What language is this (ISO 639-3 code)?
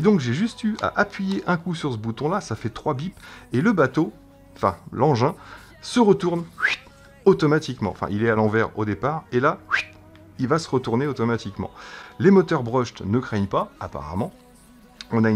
fra